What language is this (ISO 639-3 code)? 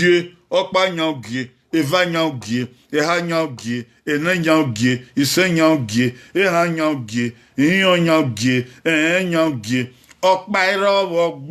bin